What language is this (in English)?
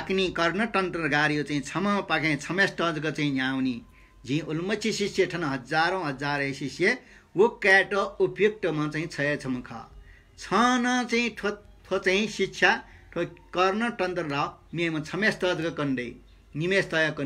Newari